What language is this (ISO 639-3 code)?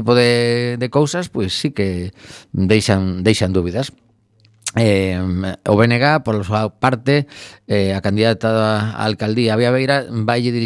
glg